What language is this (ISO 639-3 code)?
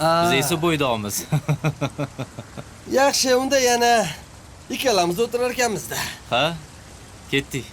uzb